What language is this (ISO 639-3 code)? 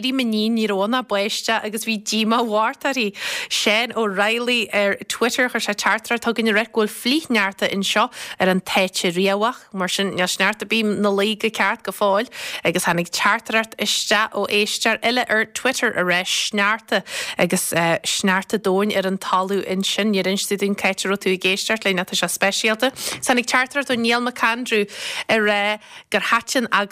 gle